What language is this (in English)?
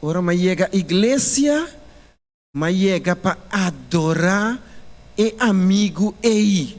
Papiamento